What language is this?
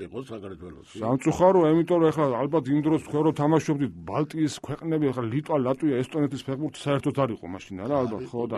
Georgian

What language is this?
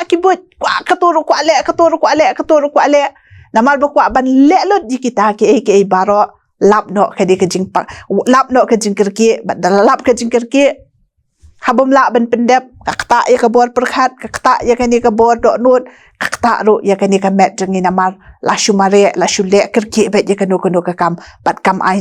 Khasi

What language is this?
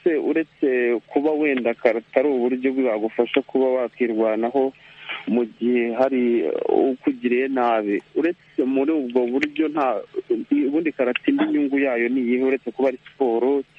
Kinyarwanda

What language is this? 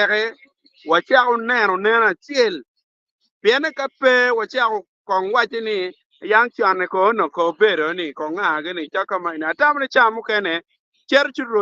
Acoli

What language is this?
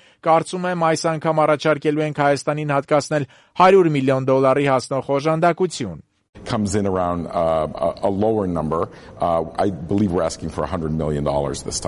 Armenian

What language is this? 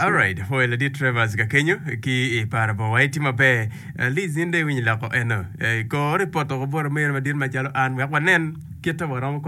Acoli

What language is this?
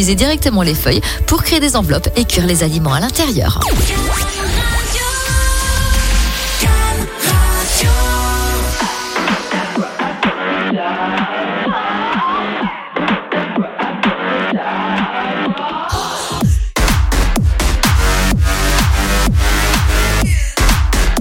French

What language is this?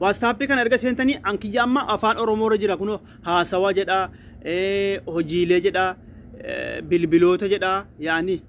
Oromo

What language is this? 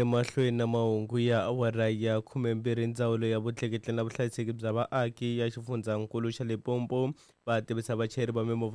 Tsonga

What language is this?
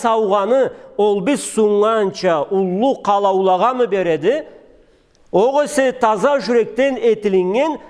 Karachay-Balkar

